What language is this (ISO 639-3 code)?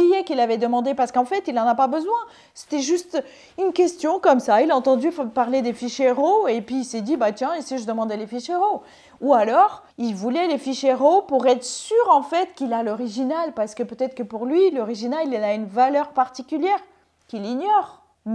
fra